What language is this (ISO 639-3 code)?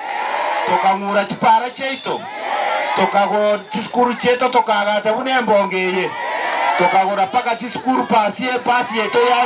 guz